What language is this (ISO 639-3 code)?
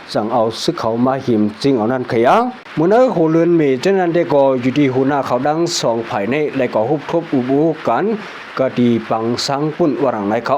shn